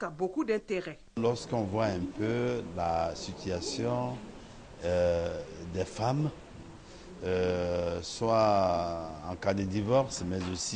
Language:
French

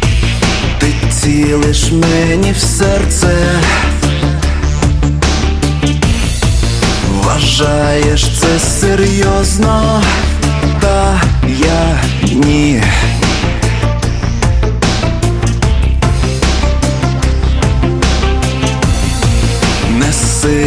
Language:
Ukrainian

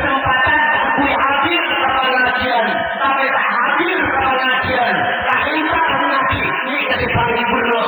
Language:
Madurese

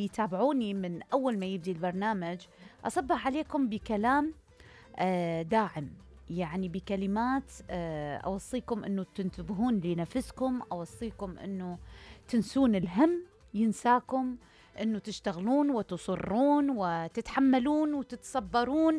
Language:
Mesopotamian Arabic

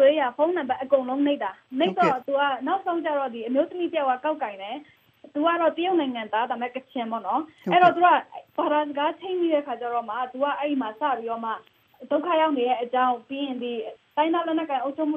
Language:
Burmese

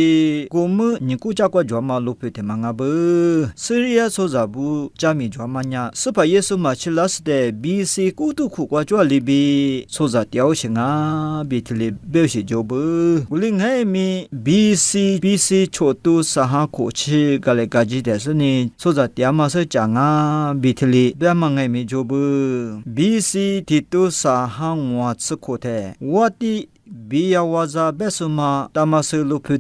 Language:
Lisu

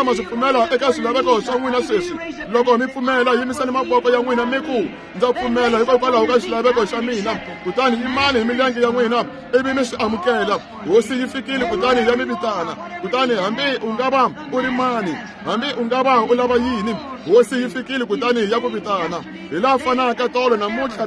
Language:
Tsonga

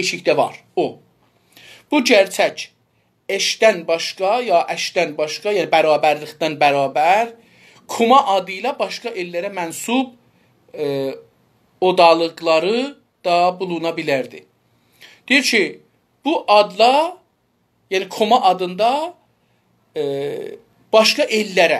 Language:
South Azerbaijani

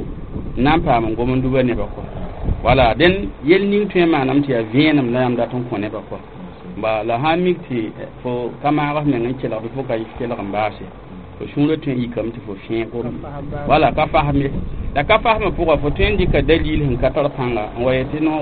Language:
Mossi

